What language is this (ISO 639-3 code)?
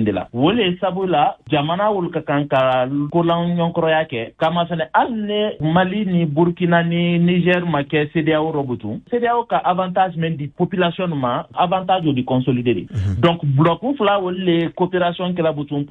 bam